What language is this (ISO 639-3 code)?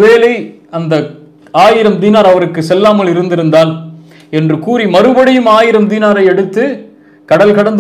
tam